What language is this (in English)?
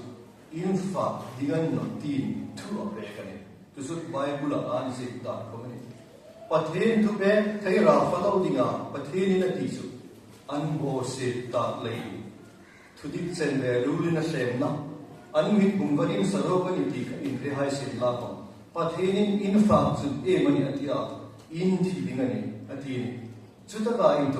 Hmar